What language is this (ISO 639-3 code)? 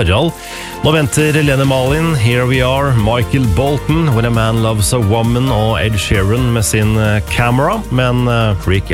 nor